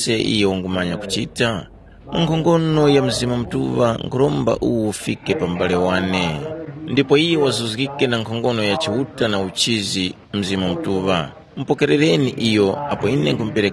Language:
Tumbuka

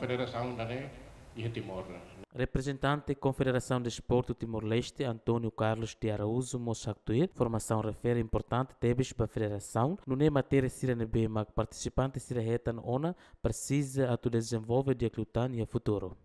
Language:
Tetum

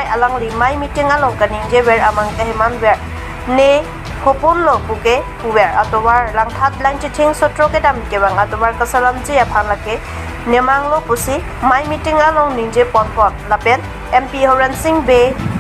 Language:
Karbi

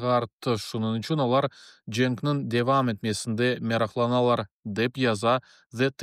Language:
Crimean Tatar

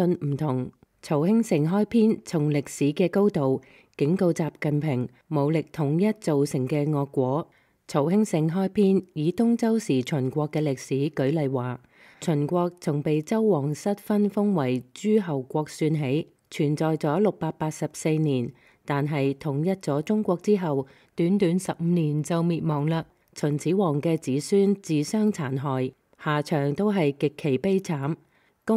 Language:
Cantonese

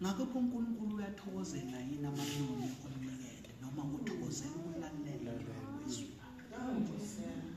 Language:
Zulu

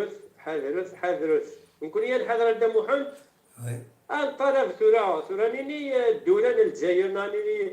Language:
Kabyle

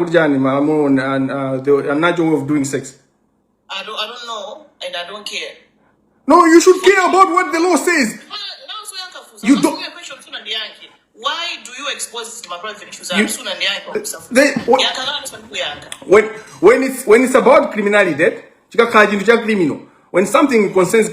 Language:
Nyanja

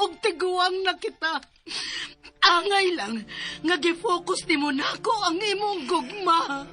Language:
Cebuano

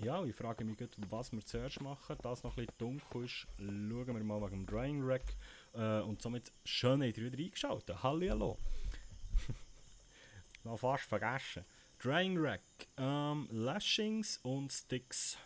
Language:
Swiss German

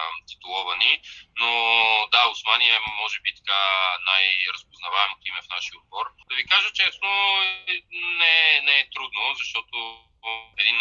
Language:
Bulgarian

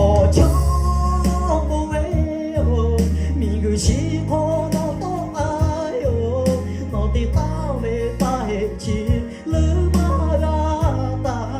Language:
Lahu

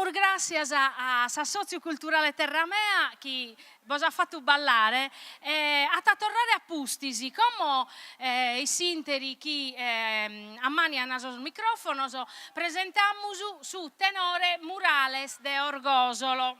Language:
Sardinian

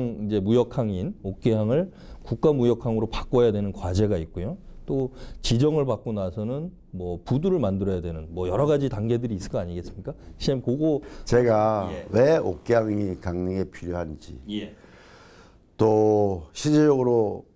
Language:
Korean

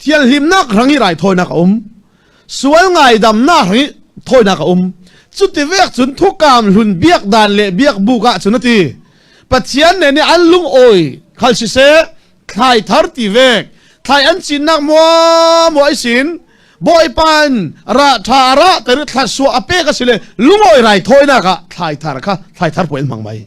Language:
Falam Chin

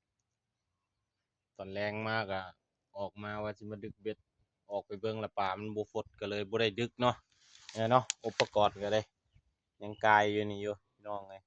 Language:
Lao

